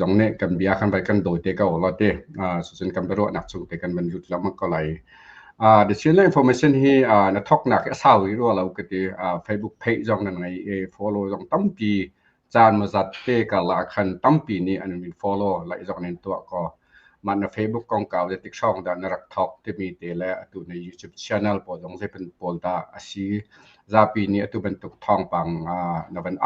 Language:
Hakha Chin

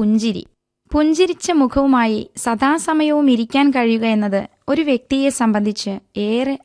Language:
Malayalam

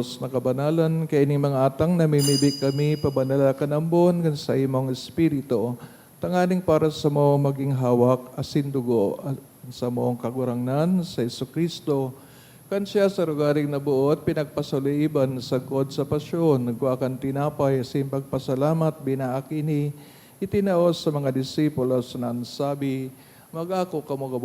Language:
Bikol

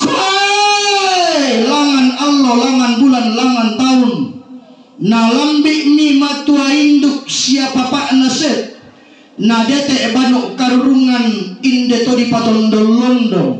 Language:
Toraja-Sa'dan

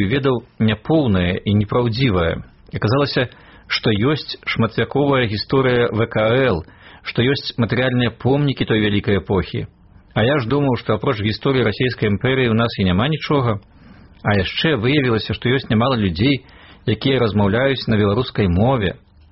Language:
Belarusian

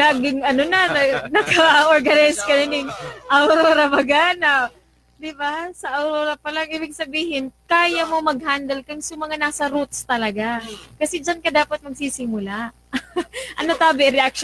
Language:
Bikol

